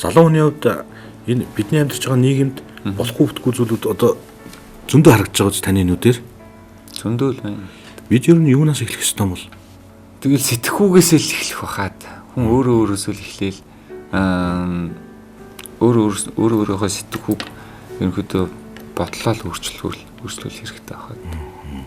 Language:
Mongolian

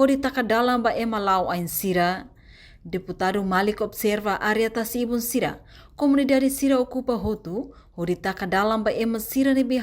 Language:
Tetum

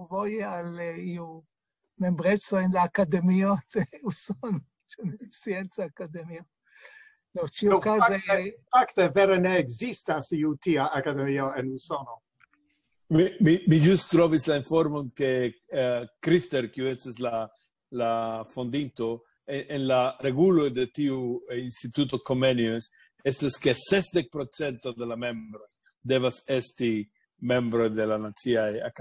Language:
Esperanto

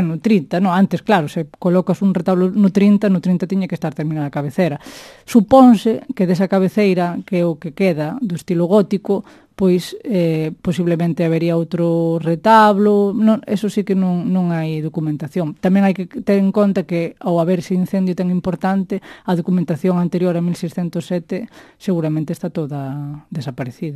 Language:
Galician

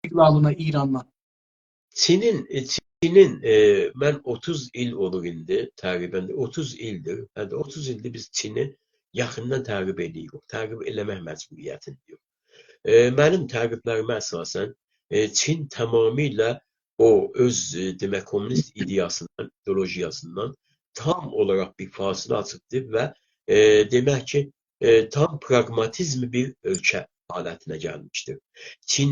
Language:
South Azerbaijani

